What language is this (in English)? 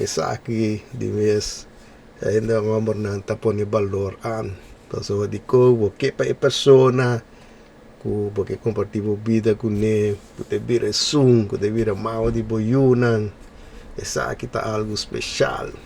Papiamento